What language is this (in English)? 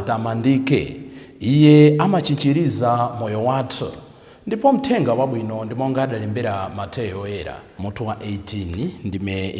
Nyanja